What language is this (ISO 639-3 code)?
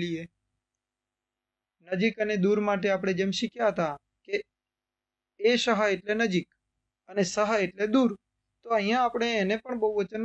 guj